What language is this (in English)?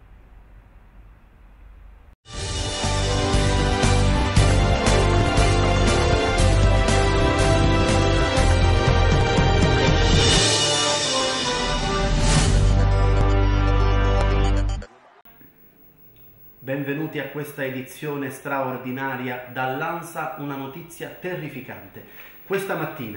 Italian